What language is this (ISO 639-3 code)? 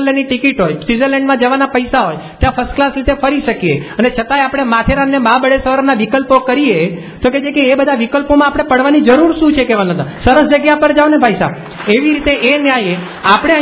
guj